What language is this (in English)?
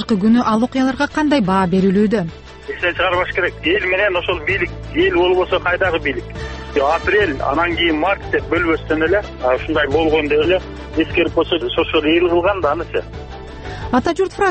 Kyrgyz